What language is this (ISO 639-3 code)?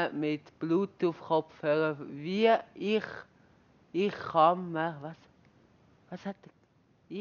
gsw